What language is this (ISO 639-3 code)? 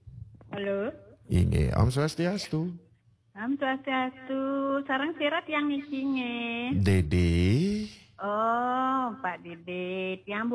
ban